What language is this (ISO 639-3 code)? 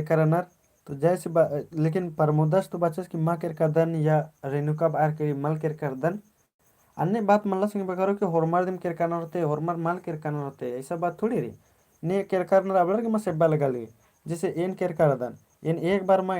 kru